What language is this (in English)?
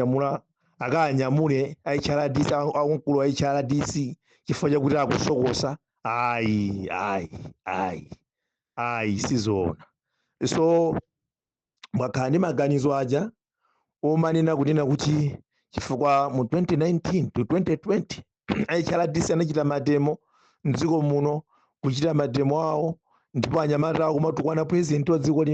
Nyanja